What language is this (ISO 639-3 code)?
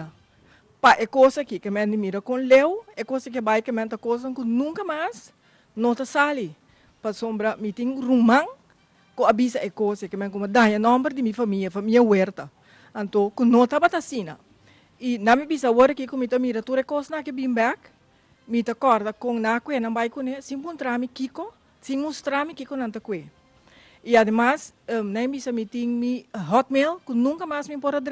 pap